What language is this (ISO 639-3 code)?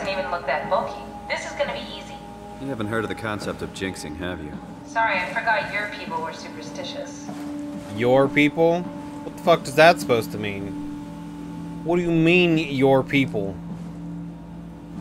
eng